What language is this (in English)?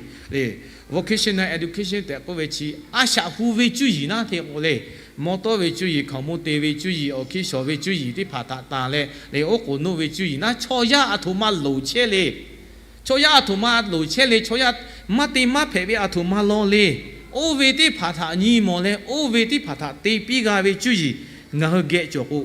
Lahu